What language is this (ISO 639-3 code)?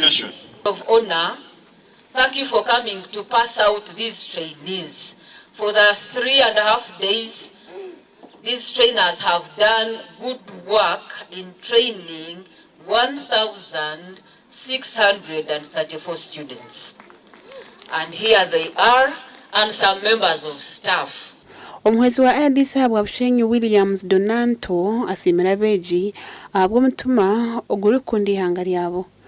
nyn